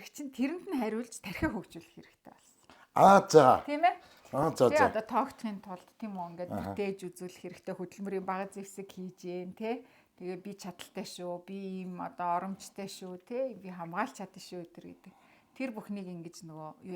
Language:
Mongolian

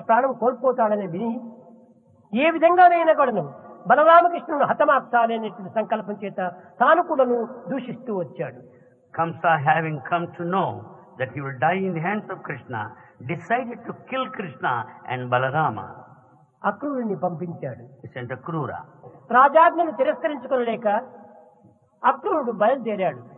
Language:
Telugu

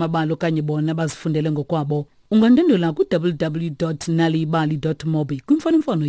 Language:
Xhosa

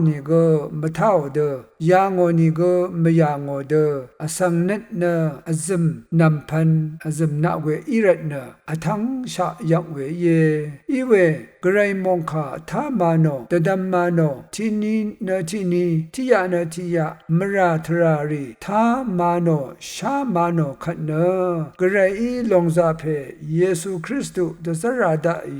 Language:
Rawang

